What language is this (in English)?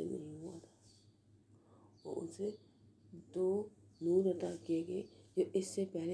Urdu